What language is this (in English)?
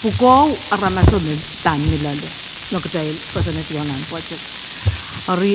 Pohnpeian